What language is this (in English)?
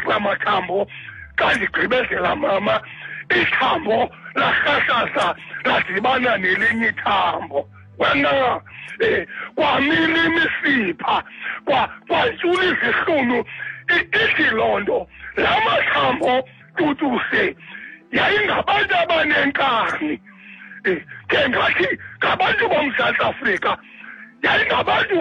Xhosa